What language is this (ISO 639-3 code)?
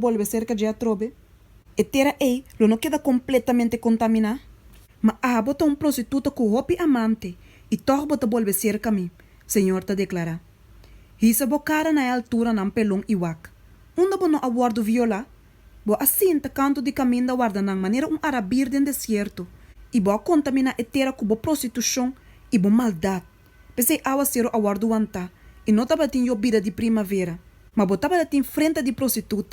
pap